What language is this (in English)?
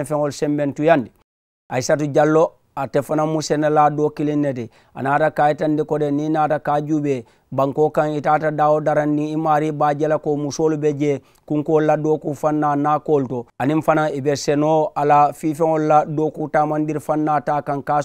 Mandingo